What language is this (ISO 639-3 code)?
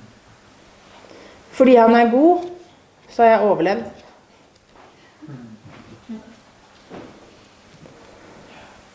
nor